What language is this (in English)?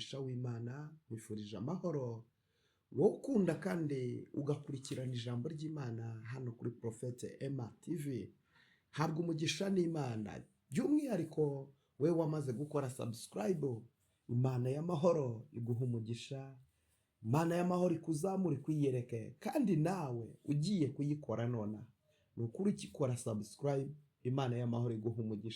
Kinyarwanda